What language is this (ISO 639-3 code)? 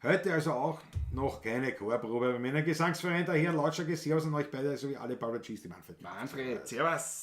bar